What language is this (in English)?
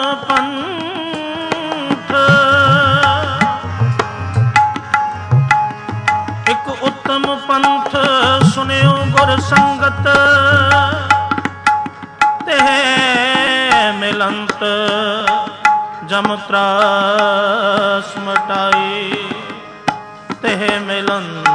Punjabi